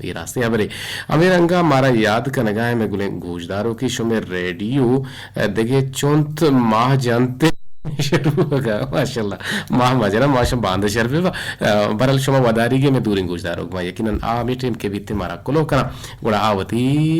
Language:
Eastern Balochi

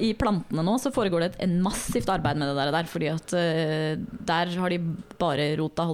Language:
Norwegian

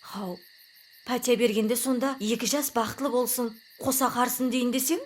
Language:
Kara-Kalpak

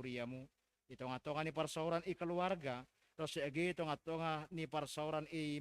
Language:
Batak Simalungun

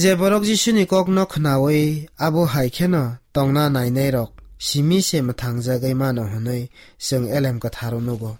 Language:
Kok Borok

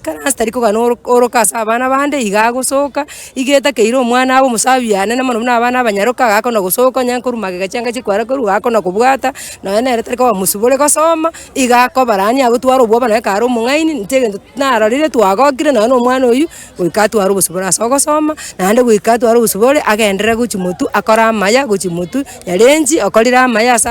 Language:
Gusii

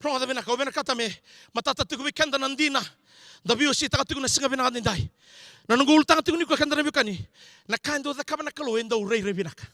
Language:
Fijian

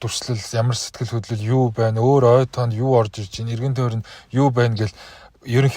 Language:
Mongolian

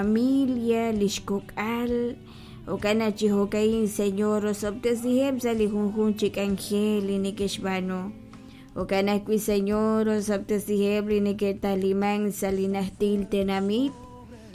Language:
Kekchí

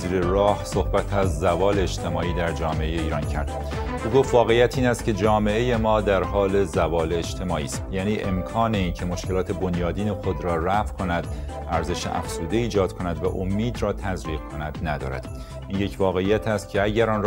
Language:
Persian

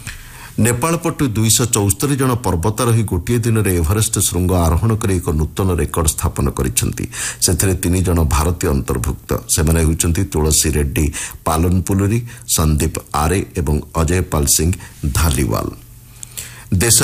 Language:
Odia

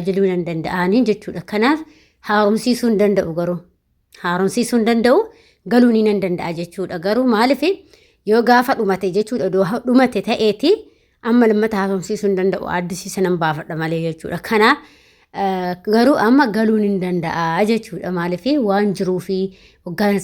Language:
Oromo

